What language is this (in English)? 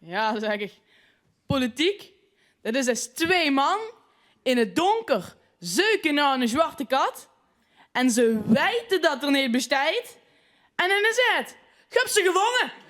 Limburgish